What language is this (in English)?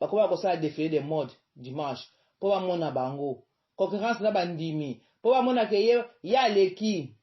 Lingala